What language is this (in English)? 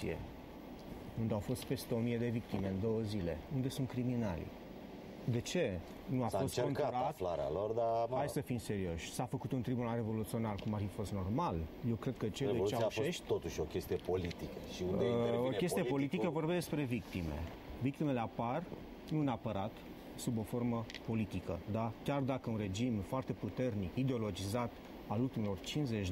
Romanian